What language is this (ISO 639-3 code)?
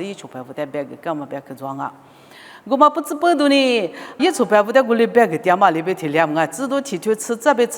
lis